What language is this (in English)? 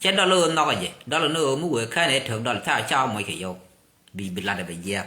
Nuer